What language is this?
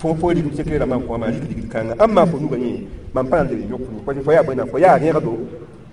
Mossi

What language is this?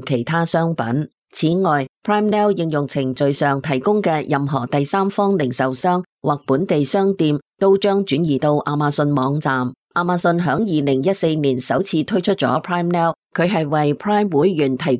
Cantonese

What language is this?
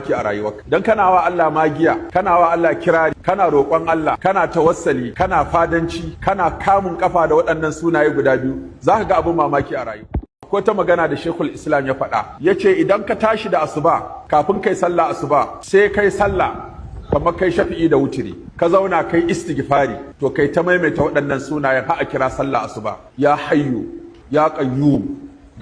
Hausa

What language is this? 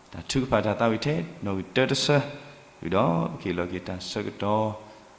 S'gaw Karen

